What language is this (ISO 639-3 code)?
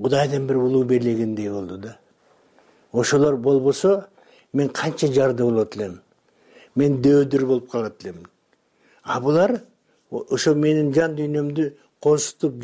kir